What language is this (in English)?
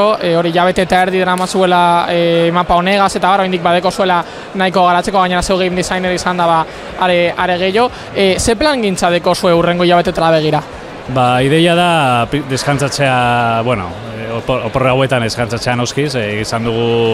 Basque